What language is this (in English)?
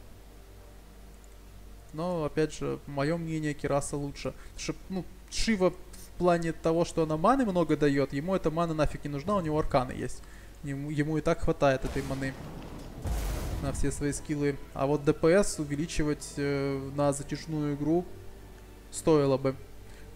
Russian